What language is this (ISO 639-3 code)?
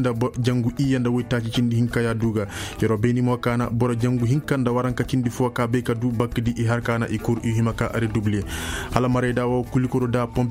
ses